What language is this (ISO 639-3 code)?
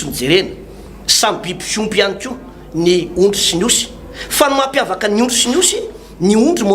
mlg